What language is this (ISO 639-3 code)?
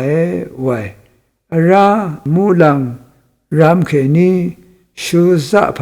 raw